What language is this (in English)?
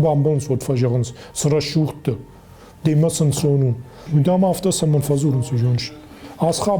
Ossetic